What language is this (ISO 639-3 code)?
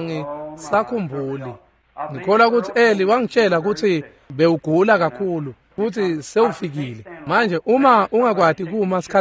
ssw